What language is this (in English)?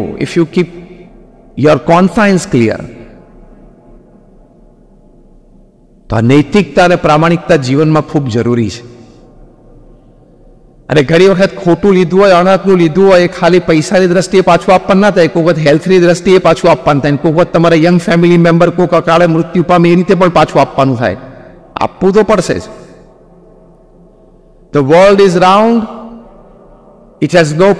Gujarati